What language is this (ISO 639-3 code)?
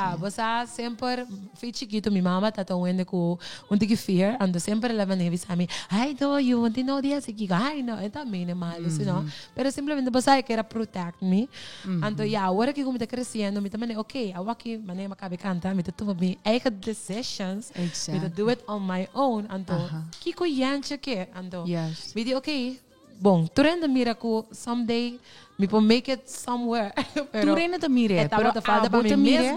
pap